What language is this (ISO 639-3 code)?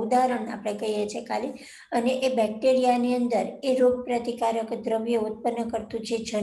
guj